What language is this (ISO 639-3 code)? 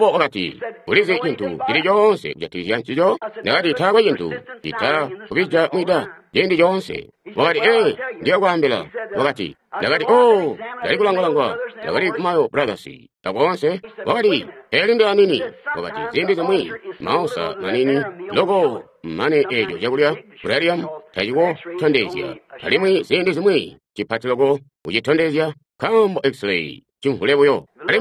toi